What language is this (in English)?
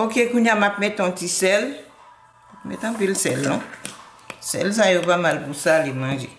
Haitian Creole